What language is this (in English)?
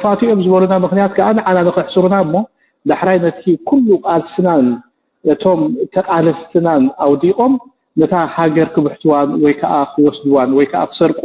Tigrinya